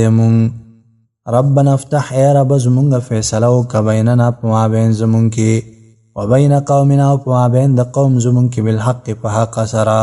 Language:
Pashto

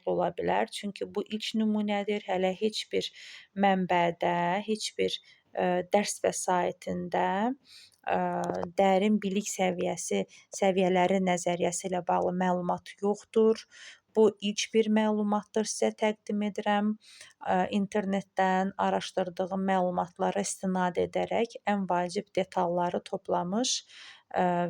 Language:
Azerbaijani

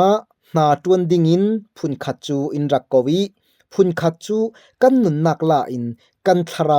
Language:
Falam Chin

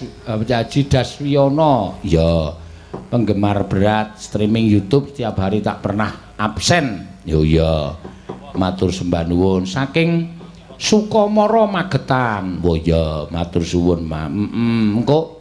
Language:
Javanese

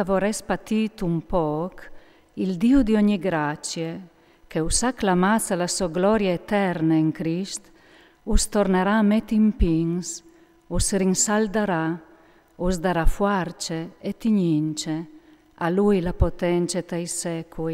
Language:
Friulian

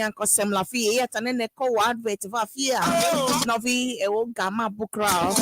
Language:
Ewe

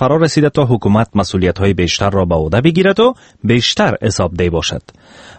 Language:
Persian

